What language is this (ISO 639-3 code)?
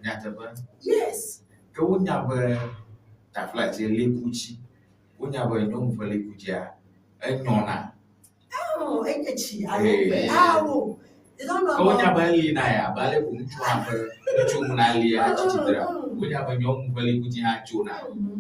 ewe